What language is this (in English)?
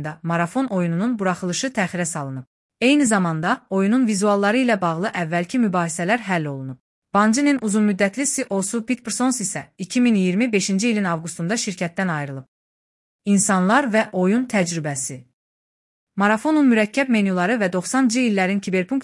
Azerbaijani